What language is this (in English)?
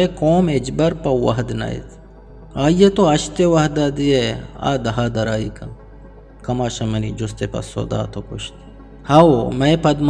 Eastern Balochi